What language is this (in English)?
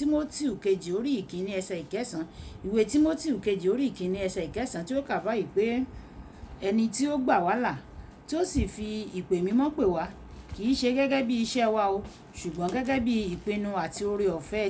Yoruba